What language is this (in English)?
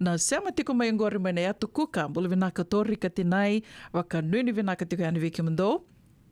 Fijian